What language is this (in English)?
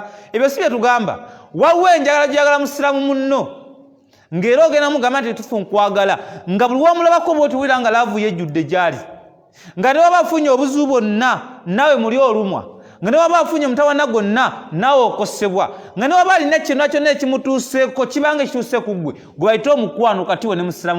Ganda